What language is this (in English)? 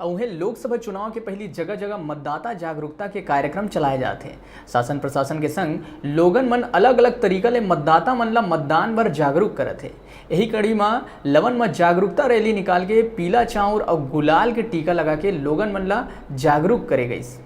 Chhattisgarhi